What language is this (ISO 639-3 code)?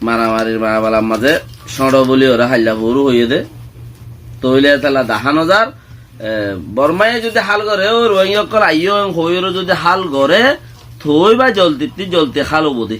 rhg